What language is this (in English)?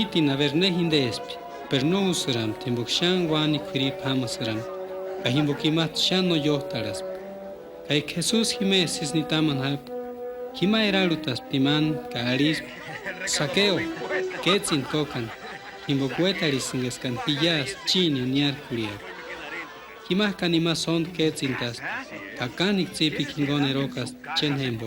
Purepecha